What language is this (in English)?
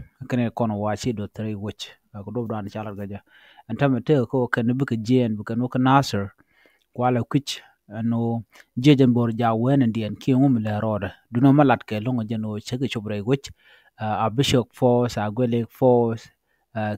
Nuer